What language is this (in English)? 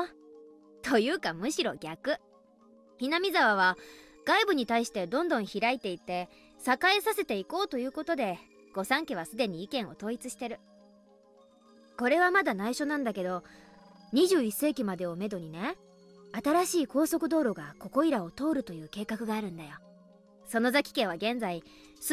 Japanese